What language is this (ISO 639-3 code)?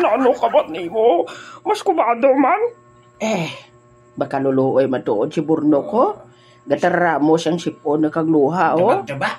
hil